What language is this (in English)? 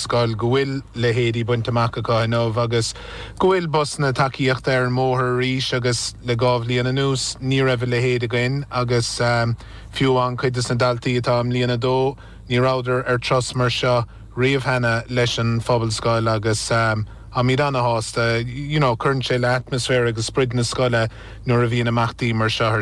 Irish